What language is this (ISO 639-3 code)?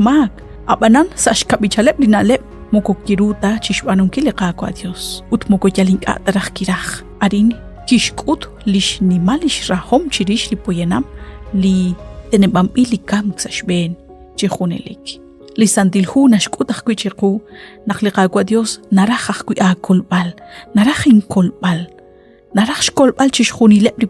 kek